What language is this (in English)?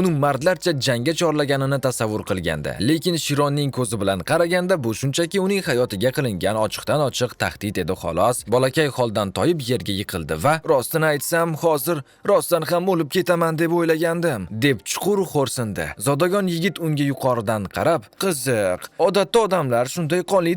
Uzbek